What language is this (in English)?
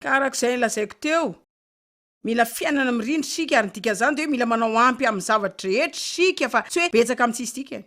Malagasy